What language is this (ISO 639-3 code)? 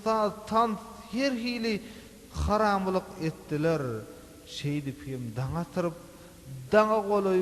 tuk